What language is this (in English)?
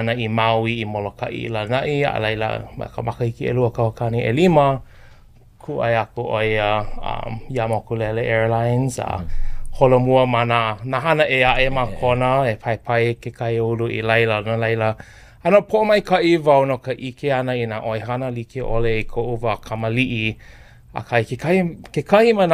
Hawaiian